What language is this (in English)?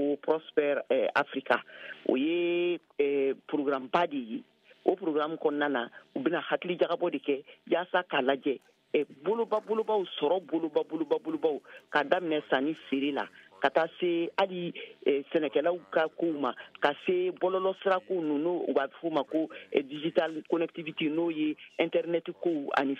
Bambara